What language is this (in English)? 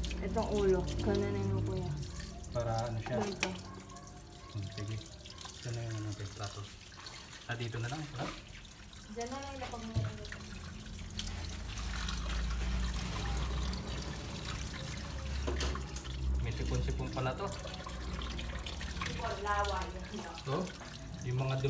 Filipino